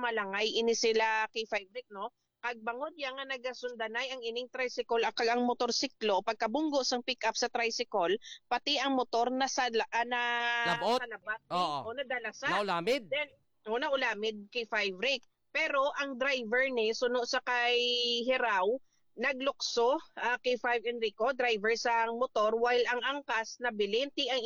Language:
Hiligaynon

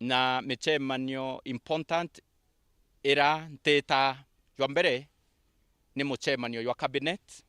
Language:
Meru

